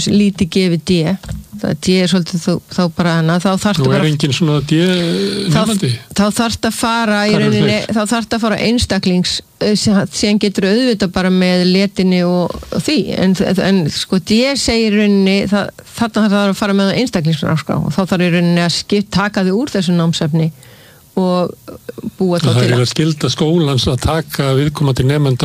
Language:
Icelandic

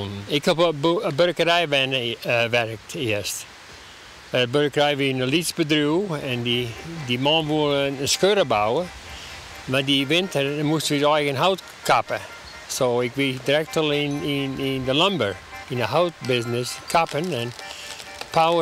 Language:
Western Frisian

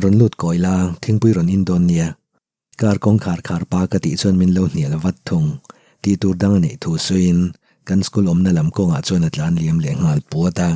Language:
Mizo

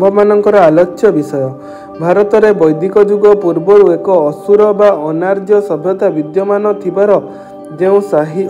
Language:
Odia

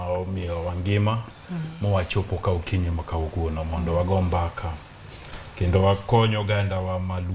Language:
Luo (Kenya and Tanzania)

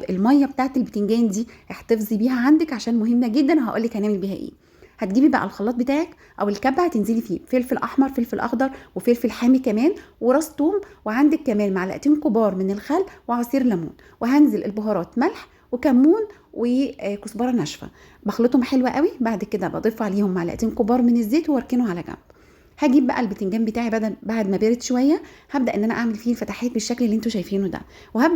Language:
Egyptian Arabic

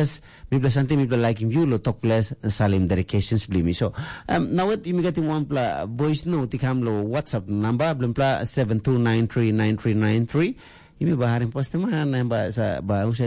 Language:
Tok Pisin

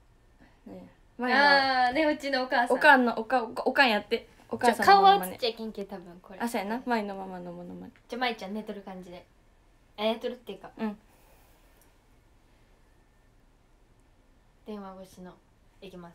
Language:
Japanese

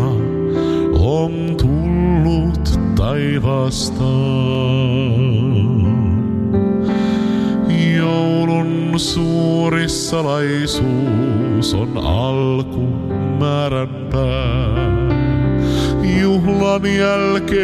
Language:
Finnish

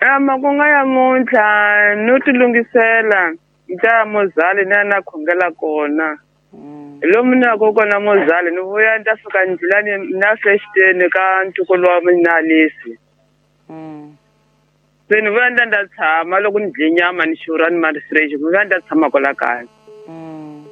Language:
Tsonga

